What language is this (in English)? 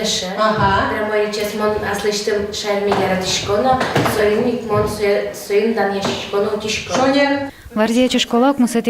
Udmurt